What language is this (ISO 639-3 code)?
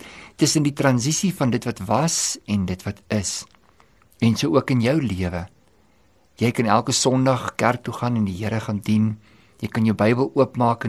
afr